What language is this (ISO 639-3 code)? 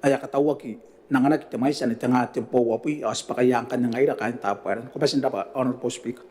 gil